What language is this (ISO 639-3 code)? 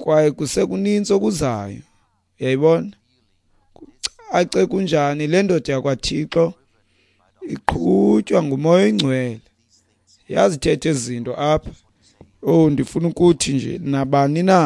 xho